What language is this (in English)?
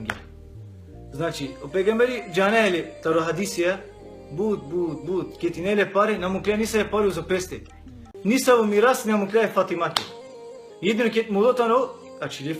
Balkan Romani